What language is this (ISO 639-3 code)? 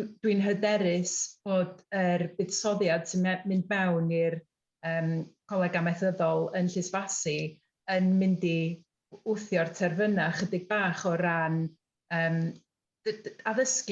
cym